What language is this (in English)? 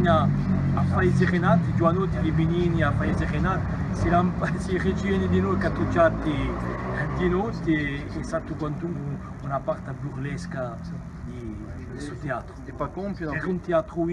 Corsican